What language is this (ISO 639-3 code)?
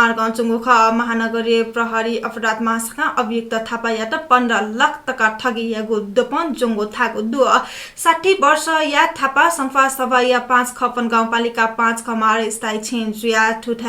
new